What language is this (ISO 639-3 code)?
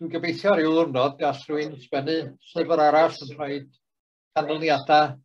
cym